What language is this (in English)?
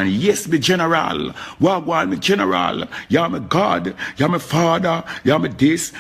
Jamaican Creole English